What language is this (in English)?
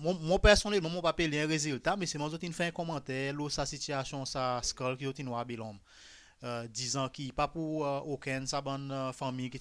Seselwa Creole French